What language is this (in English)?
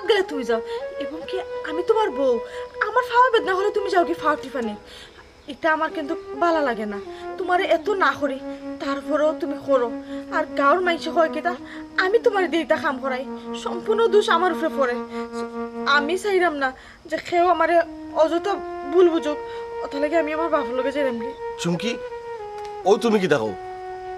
Sylheti